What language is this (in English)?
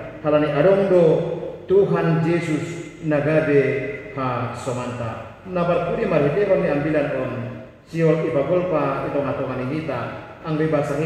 Batak Simalungun